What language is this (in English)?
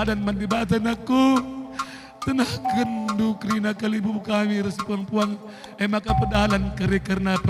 Batak Karo